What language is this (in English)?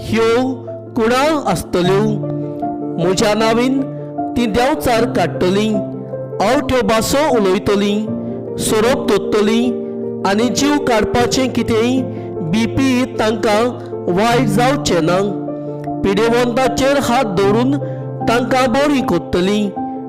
Konkani